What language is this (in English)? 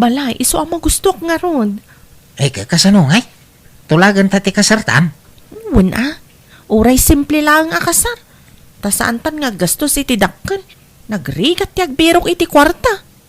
Iloko